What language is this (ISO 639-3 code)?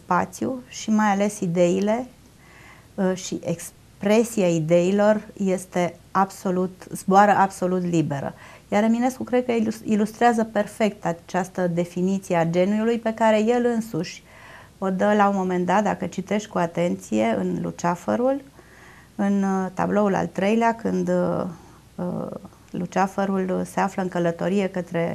ron